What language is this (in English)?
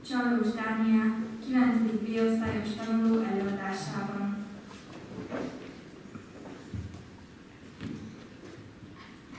Hungarian